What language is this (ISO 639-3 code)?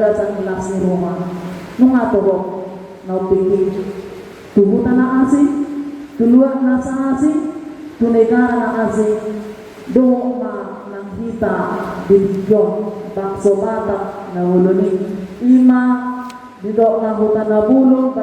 bbc